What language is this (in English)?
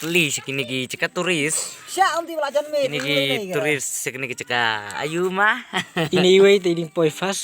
Khasi